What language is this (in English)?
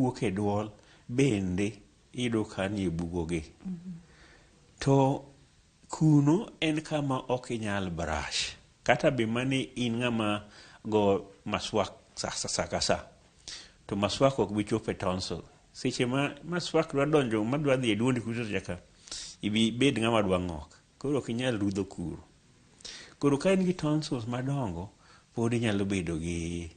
Luo (Kenya and Tanzania)